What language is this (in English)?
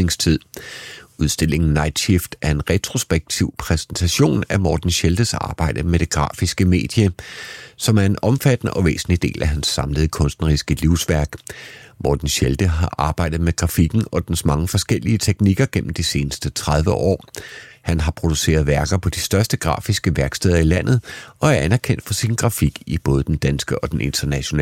Danish